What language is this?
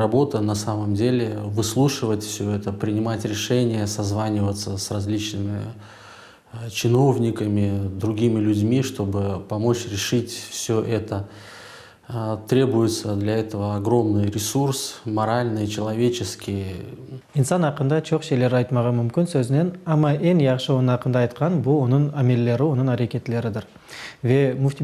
Crimean Tatar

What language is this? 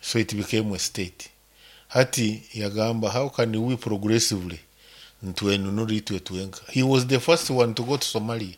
Nyoro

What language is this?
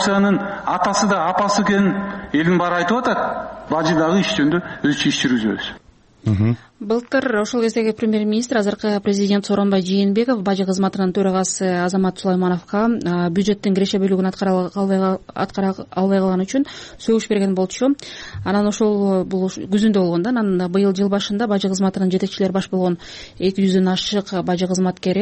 Kyrgyz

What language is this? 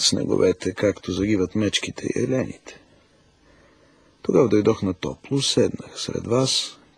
Bulgarian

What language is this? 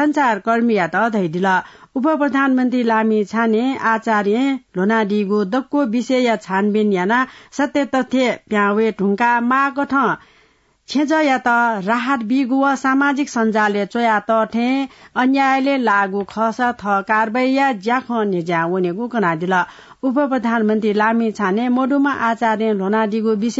Newari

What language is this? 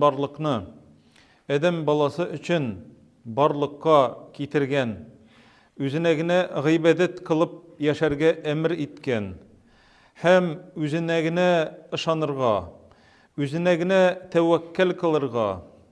Tatar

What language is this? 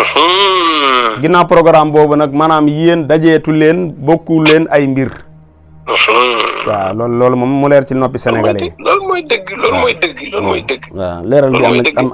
Wolof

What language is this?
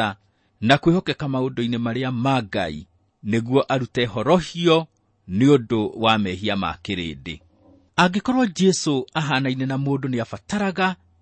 Kikuyu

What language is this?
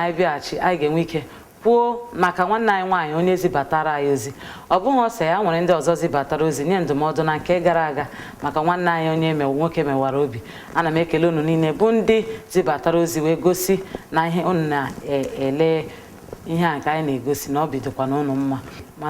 Igbo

